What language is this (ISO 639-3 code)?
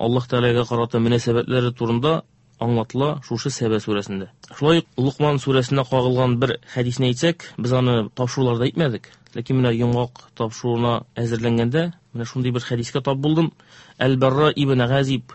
tat